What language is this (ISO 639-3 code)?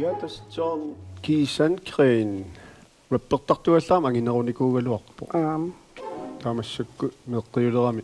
kal